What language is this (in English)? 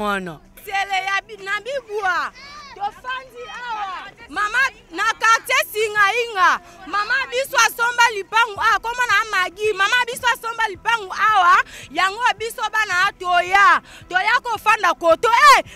Lingala